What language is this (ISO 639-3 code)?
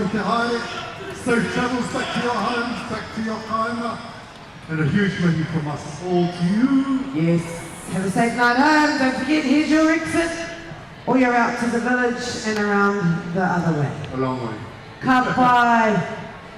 mri